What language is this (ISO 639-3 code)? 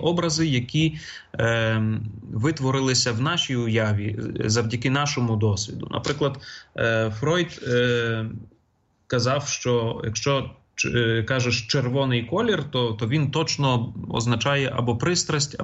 ukr